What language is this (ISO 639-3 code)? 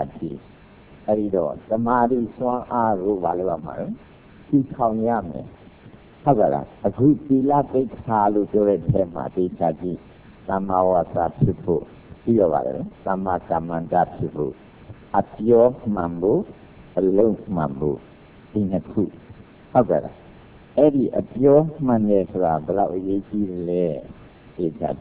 mya